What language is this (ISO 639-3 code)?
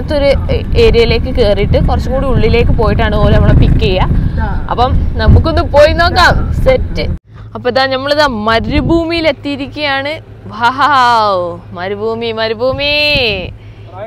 mal